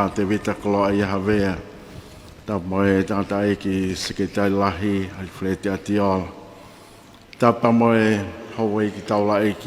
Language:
Tongan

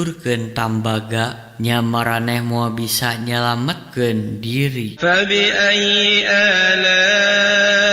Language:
Sundanese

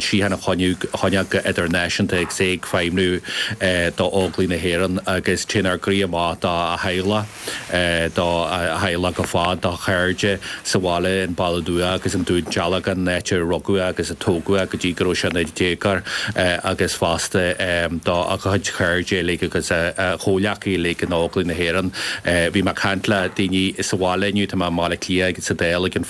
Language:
Irish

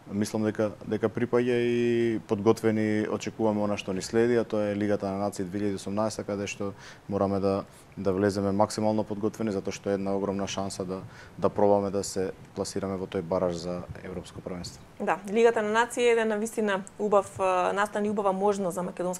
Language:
Macedonian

